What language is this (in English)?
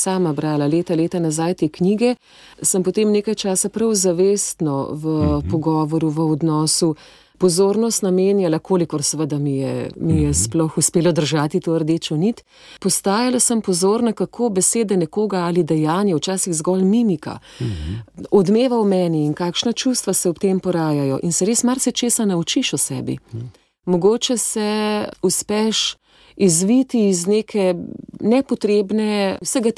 Slovenian